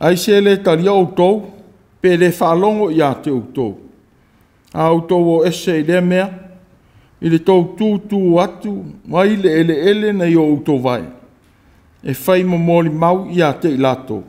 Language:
Samoan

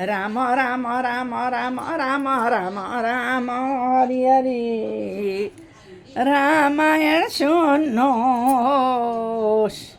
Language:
Nepali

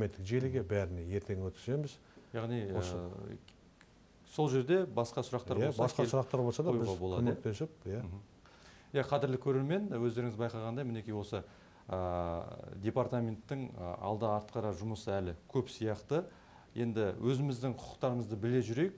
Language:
Kazakh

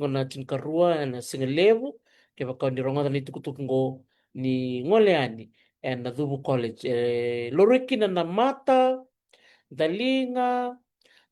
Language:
Fijian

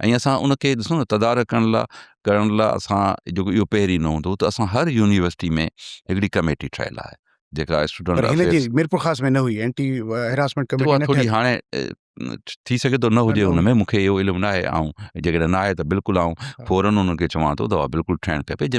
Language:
Sindhi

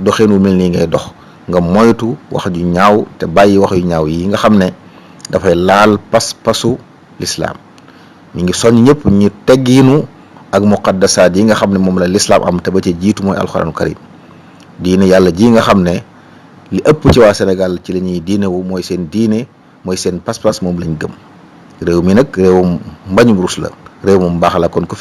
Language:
Wolof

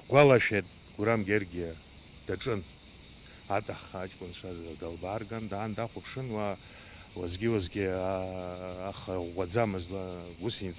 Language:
Abkhazian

